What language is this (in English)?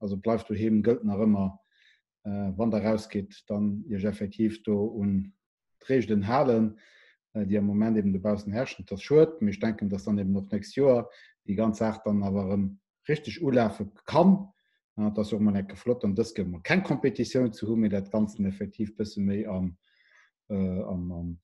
Luxembourgish